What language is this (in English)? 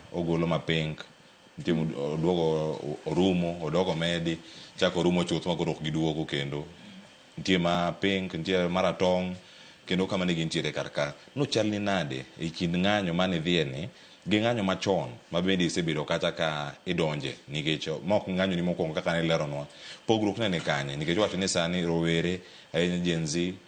Luo (Kenya and Tanzania)